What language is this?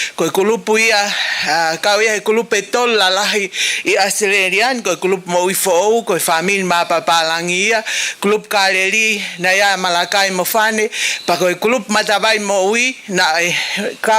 Tongan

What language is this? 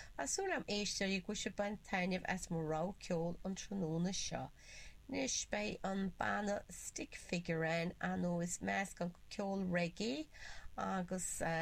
Irish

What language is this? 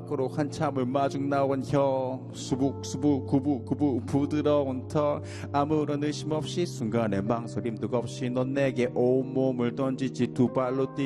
Korean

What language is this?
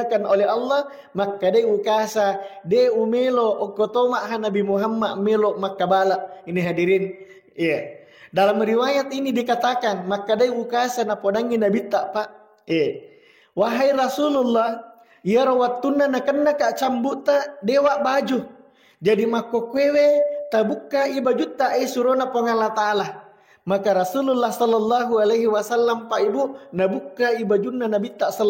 Buginese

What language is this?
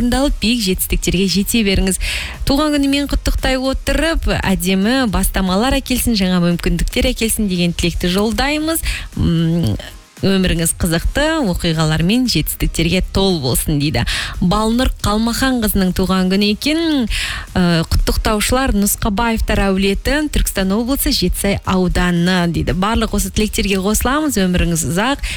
Kazakh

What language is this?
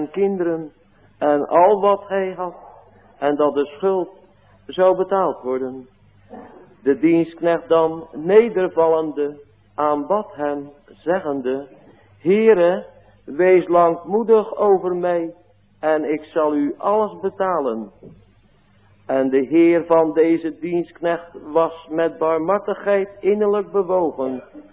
Dutch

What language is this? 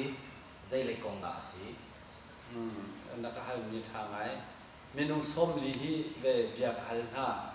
Hakha Chin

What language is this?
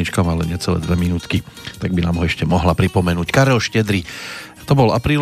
Slovak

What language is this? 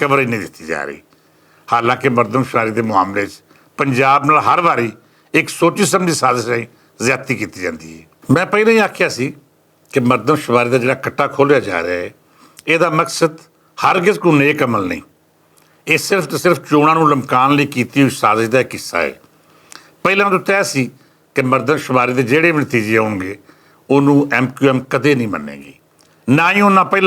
Western Panjabi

